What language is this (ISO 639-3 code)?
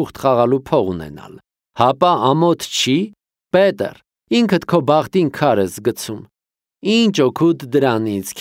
hye